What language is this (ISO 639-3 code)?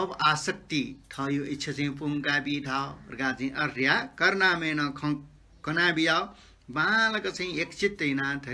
new